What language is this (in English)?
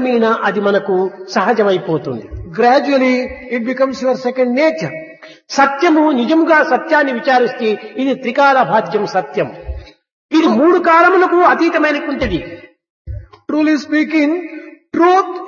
Telugu